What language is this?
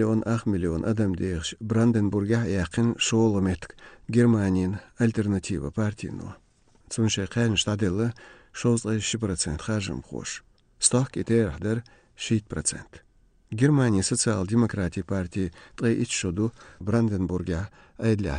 Chechen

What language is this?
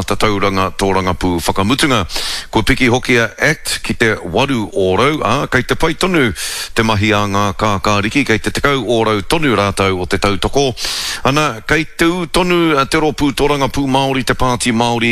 Māori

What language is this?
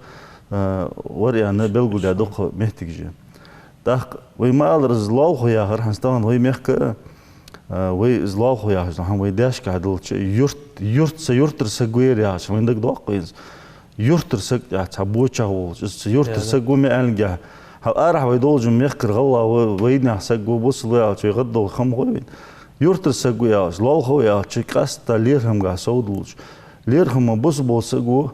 Ingush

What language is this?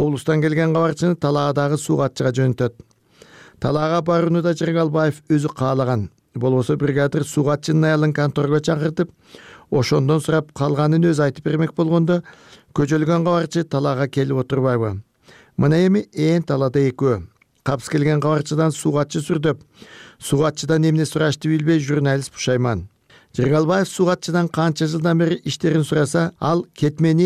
Kyrgyz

